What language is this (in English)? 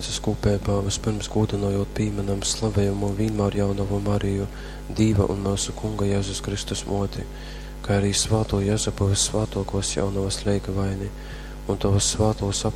Latgalian